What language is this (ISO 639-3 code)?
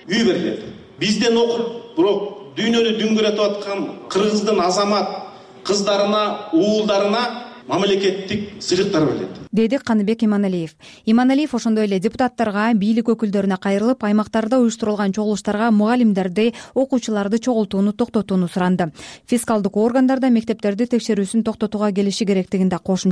kir